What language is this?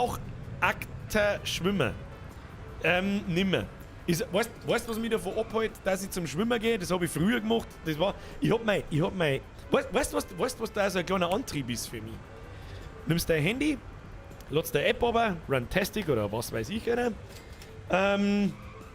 Bavarian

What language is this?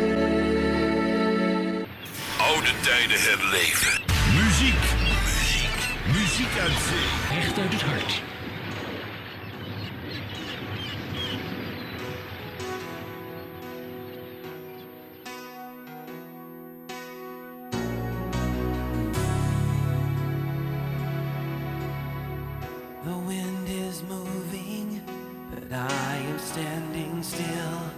Dutch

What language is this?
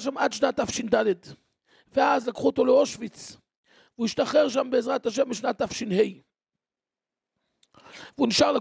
Hebrew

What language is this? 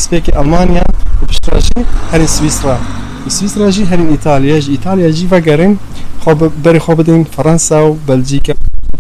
Kurdish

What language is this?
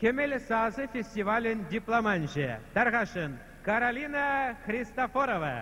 Chuvash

